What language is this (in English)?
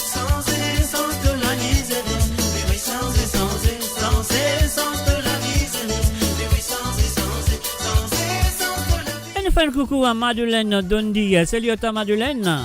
Morisyen